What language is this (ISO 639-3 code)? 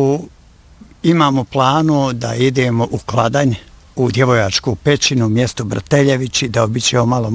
bos